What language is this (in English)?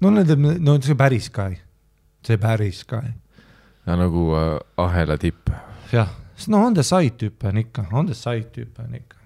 Estonian